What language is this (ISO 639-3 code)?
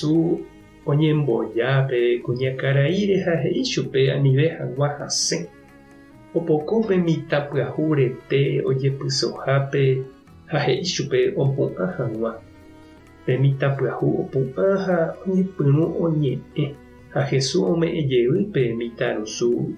grn